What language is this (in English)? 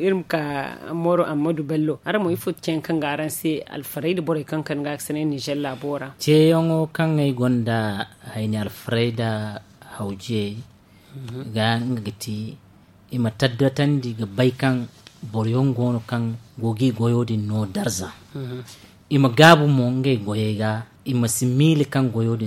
Zarma